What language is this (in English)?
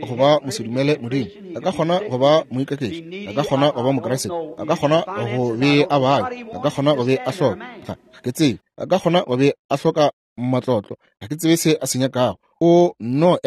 Northern Sotho